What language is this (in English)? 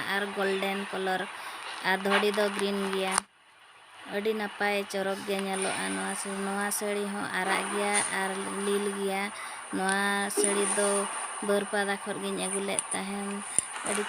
Santali